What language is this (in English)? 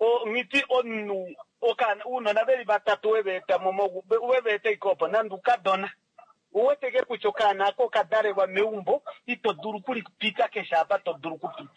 Kuanyama